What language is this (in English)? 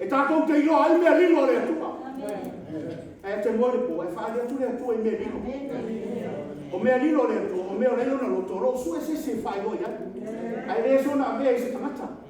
Samoan